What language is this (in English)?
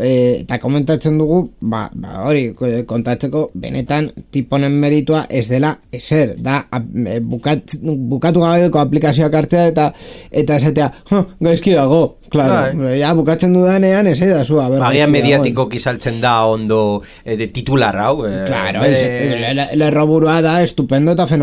Basque